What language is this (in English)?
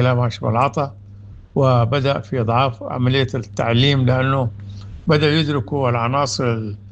Sudanese Arabic